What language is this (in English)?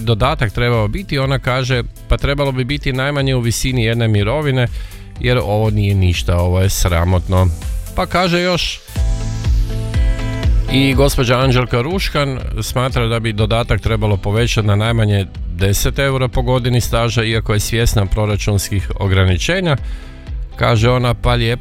Croatian